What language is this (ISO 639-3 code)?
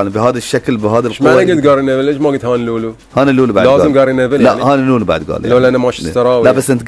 afb